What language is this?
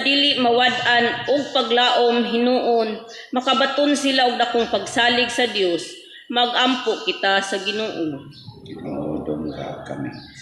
Cebuano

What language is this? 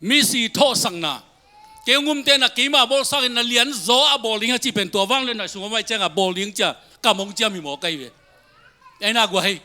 Tedim Chin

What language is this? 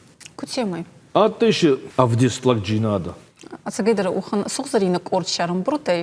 Ossetic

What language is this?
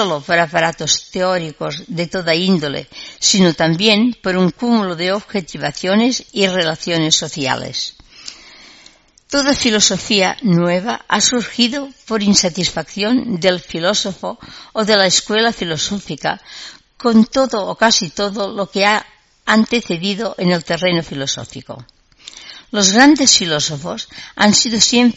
Spanish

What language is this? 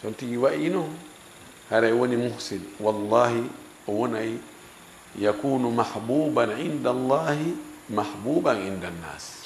Fula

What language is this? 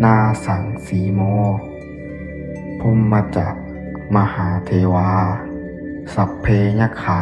Pali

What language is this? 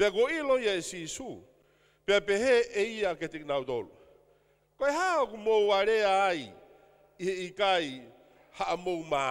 Tongan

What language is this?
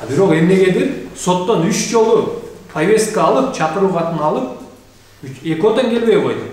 Kyrgyz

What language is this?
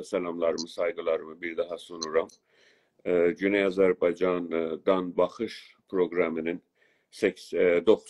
South Azerbaijani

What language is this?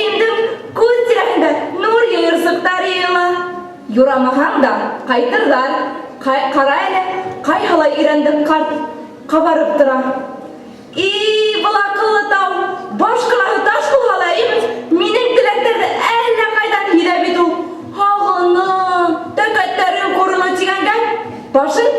Bashkir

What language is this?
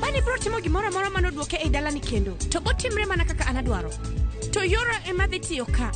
Luo (Kenya and Tanzania)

